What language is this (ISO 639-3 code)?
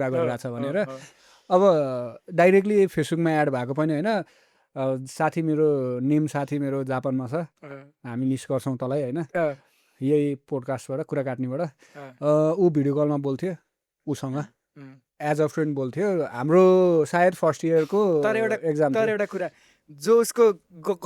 nep